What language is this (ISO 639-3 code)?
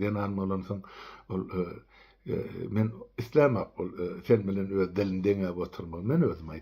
tuk